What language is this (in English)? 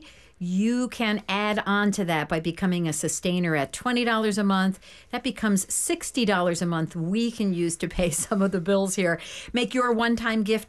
English